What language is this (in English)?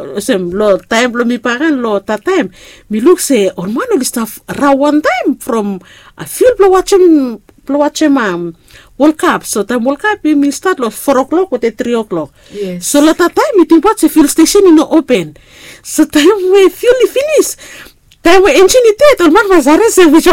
Bislama